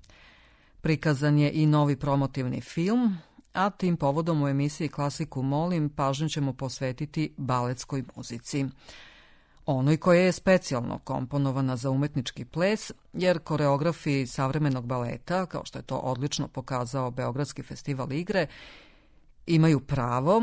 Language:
Serbian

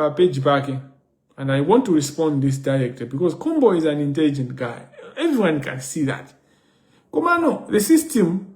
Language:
Nyanja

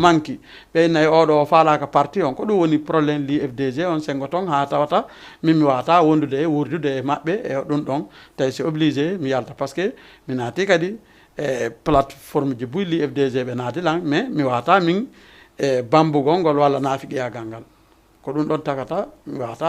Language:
Fula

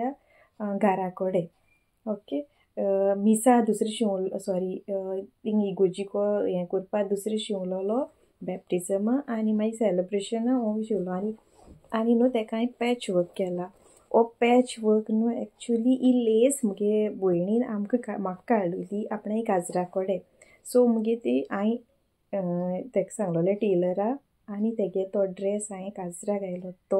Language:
Konkani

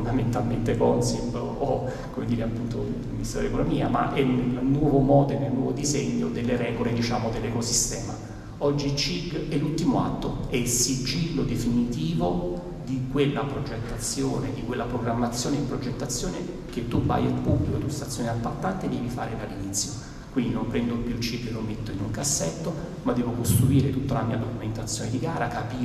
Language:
Italian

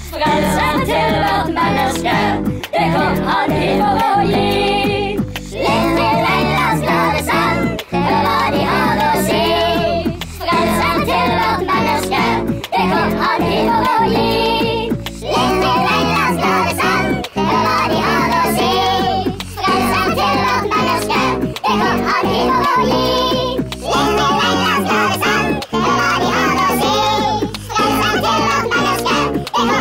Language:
Norwegian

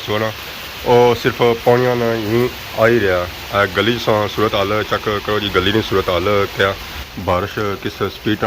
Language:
Pahari-Potwari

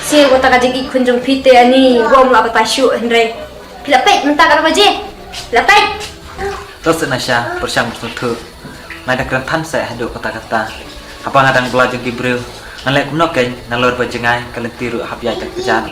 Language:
Khasi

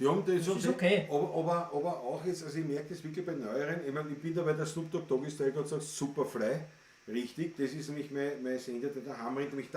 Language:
Bavarian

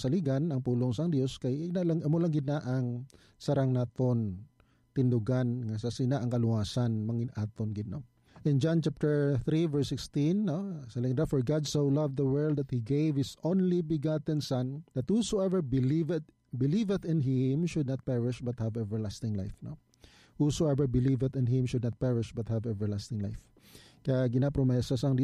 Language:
Hiligaynon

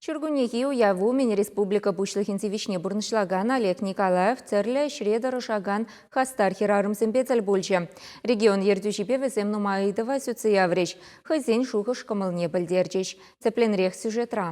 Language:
Chuvash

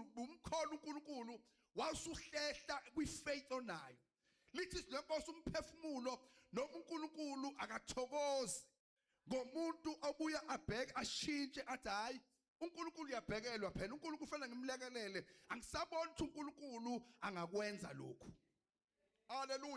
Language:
Zulu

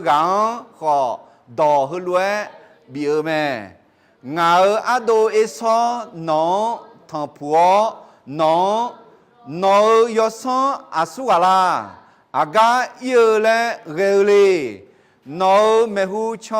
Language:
Akha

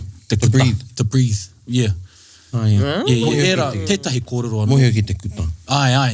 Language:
Māori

